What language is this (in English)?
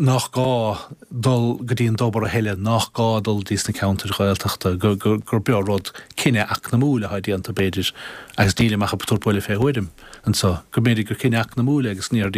Irish